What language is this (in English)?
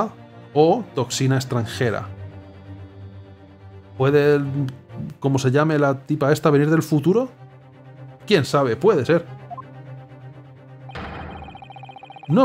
Spanish